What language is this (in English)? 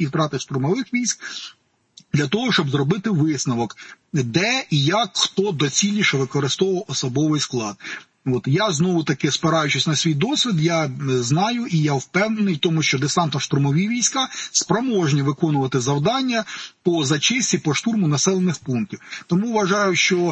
Ukrainian